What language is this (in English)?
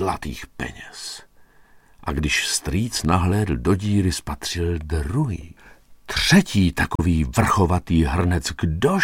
Czech